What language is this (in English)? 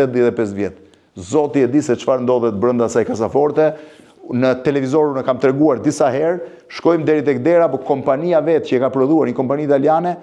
Albanian